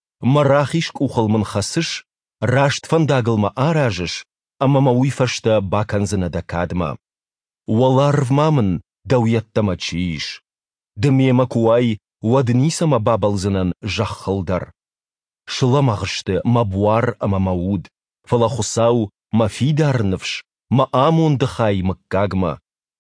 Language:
Ossetic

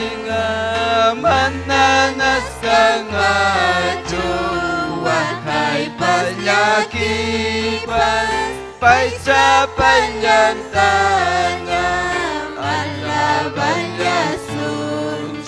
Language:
Ayacucho Quechua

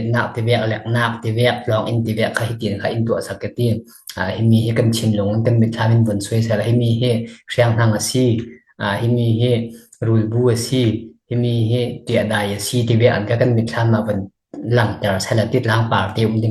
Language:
Falam Chin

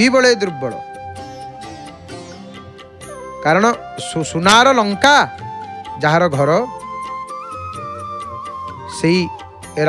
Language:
Odia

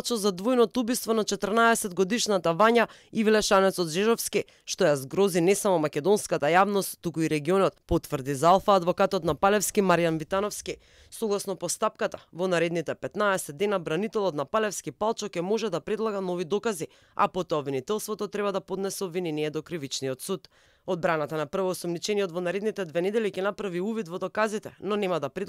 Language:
Macedonian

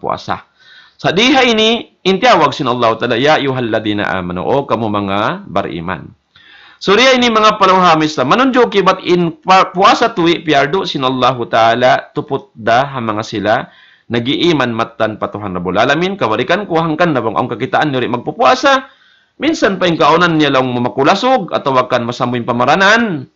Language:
Tausug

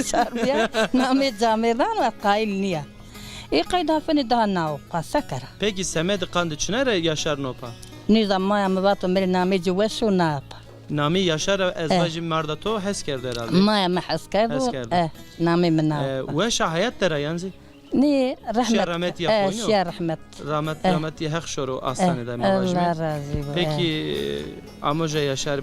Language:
Zaza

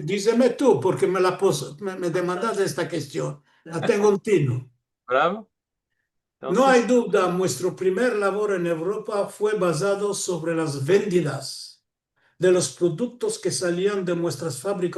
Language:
Ladino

